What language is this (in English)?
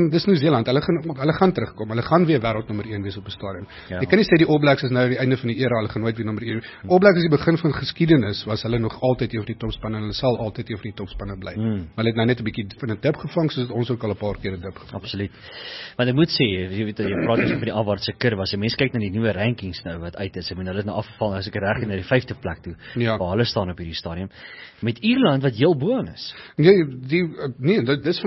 Afrikaans